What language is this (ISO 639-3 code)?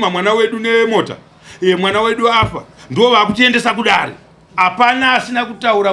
sna